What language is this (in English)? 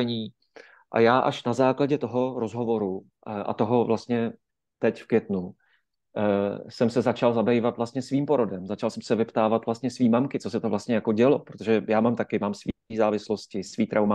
Czech